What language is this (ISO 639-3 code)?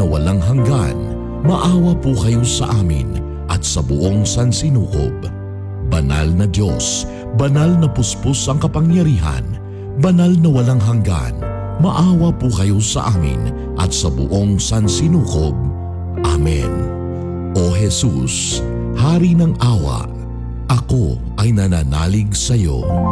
fil